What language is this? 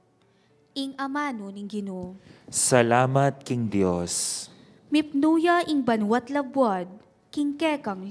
Pampanga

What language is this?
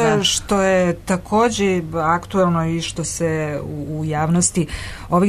Serbian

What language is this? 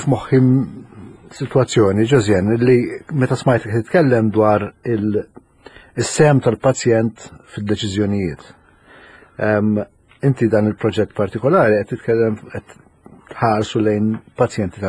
Maltese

